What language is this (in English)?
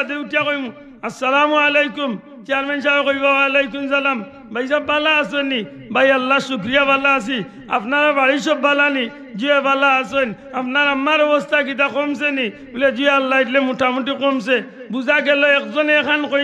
Sylheti